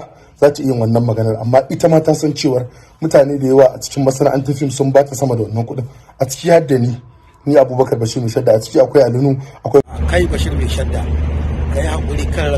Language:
Hausa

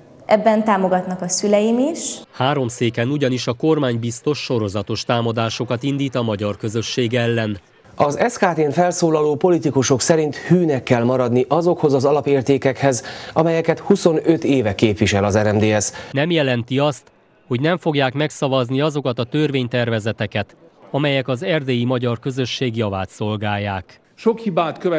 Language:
Hungarian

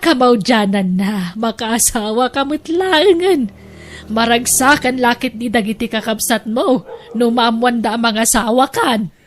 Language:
Iloko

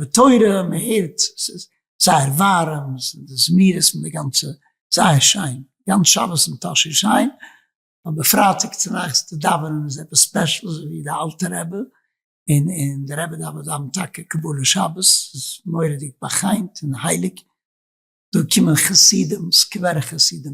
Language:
Yiddish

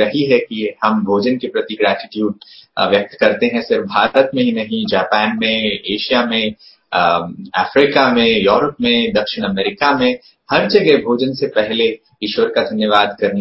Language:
Hindi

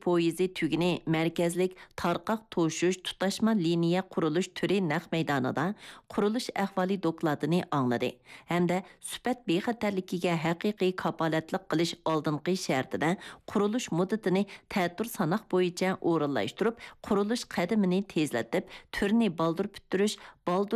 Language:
Uyghur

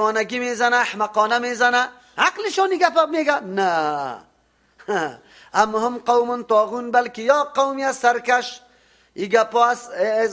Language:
Persian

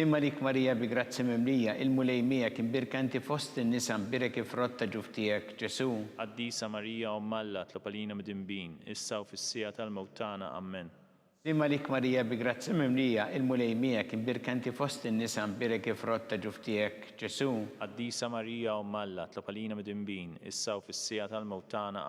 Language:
Maltese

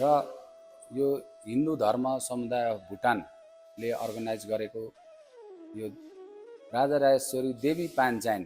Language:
Nepali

